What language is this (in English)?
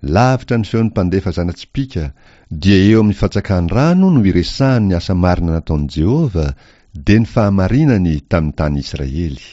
Malagasy